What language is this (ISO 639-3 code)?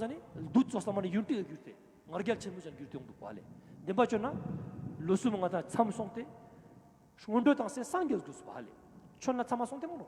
lbj